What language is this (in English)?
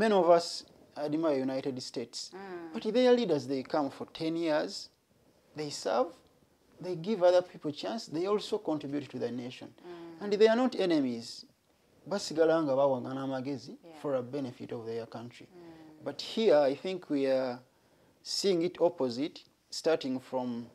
Ganda